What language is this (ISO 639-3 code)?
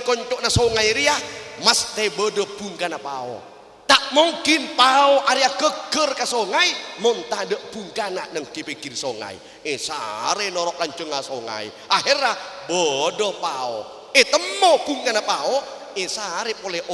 mad